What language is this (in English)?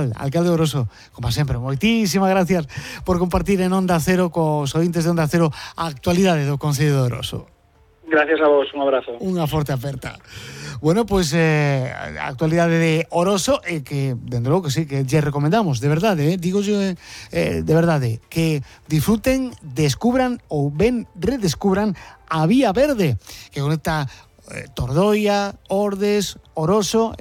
Galician